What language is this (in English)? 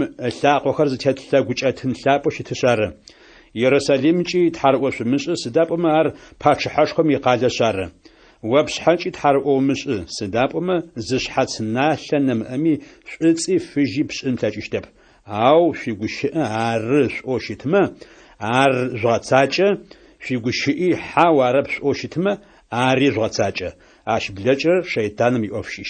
Adyghe